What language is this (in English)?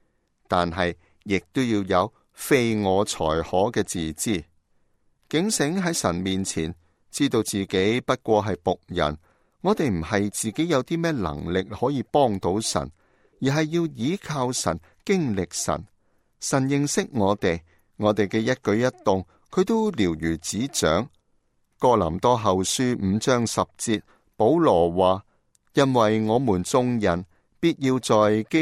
Cantonese